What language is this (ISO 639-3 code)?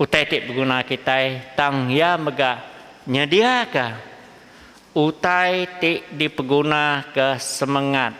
iba